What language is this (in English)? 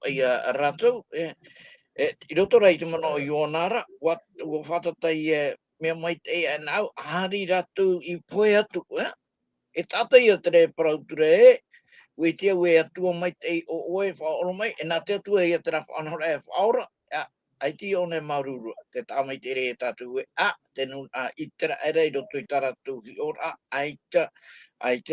Tahitian